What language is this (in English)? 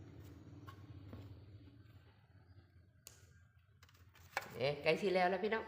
Lao